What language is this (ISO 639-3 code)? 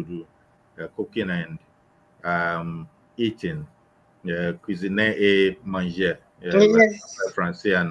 ewe